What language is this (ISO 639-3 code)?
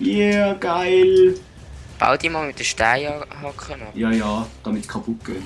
gsw